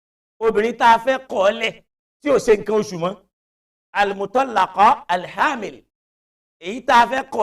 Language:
Yoruba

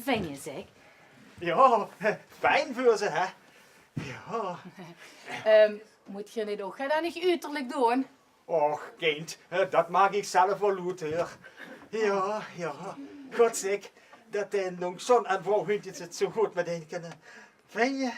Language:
Limburgish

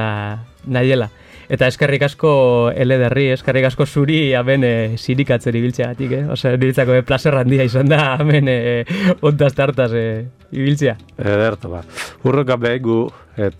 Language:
Basque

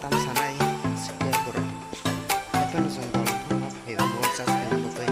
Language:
Kok Borok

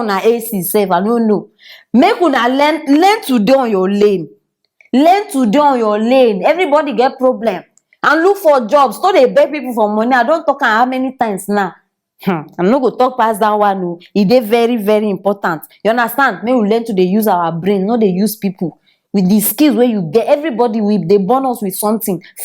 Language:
Nigerian Pidgin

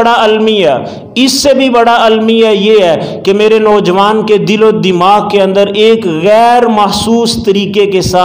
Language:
Urdu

